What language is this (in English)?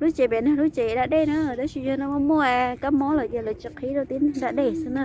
Hmong